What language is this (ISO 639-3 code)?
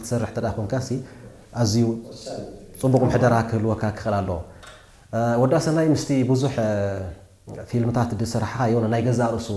tir